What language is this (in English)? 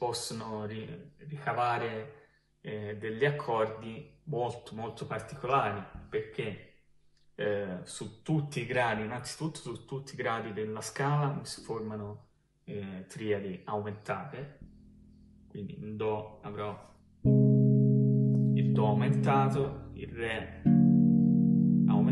Italian